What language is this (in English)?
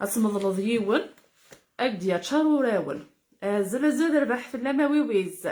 Kabyle